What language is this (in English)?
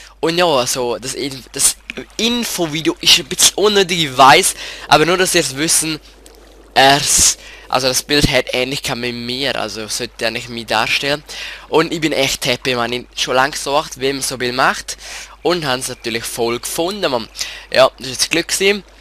Swiss German